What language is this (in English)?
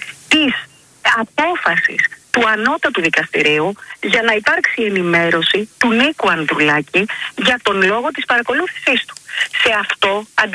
Greek